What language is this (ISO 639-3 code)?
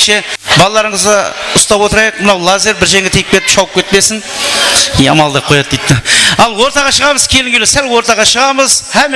kaa